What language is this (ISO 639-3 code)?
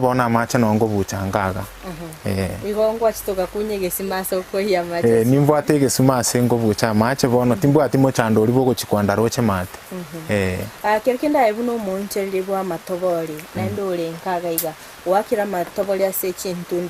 guz